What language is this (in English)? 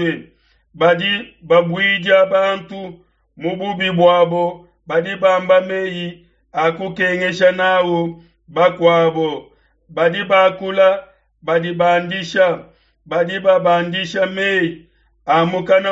Luba-Lulua